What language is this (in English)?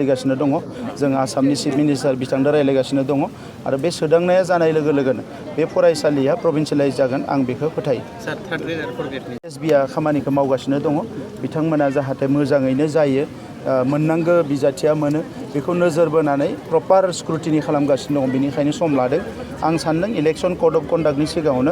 Bodo